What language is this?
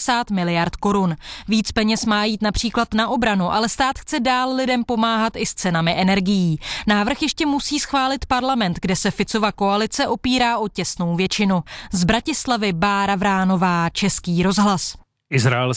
Czech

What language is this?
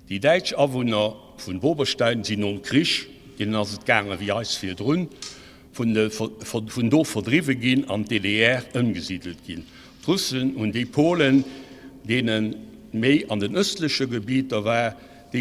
Luxembourgish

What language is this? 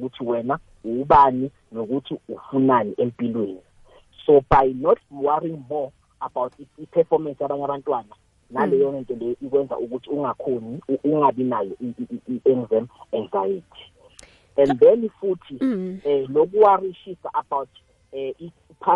South Ndebele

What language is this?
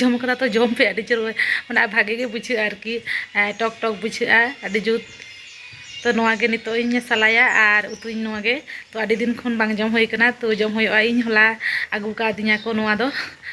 Santali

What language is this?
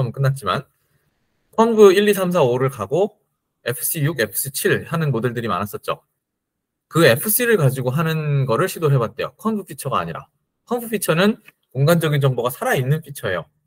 Korean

